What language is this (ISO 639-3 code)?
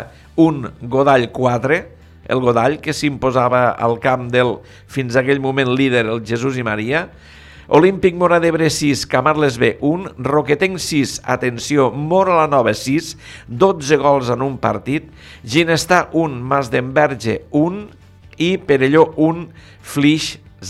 cat